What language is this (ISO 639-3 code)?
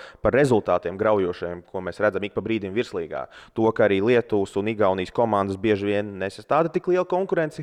lav